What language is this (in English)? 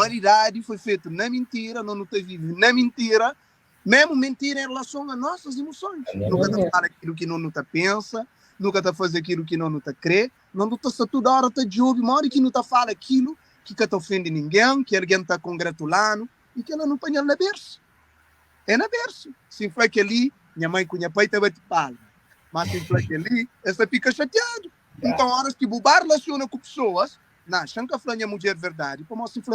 Kabuverdianu